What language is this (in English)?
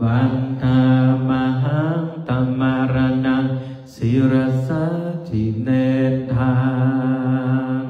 Pali